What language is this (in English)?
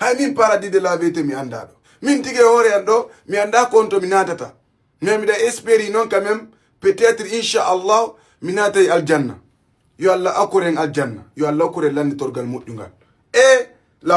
Fula